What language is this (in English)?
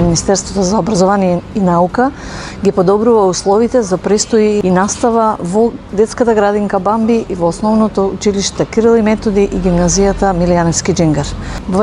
Macedonian